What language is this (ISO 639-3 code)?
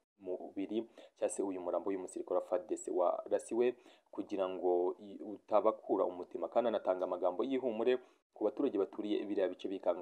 kin